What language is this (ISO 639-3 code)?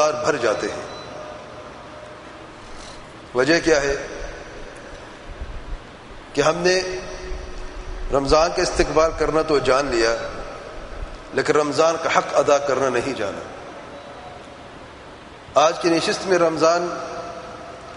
urd